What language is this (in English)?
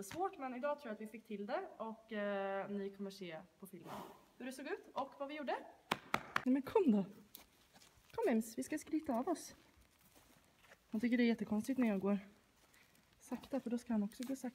Swedish